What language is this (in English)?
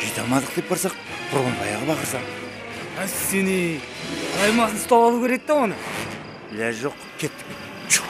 Kara-Kalpak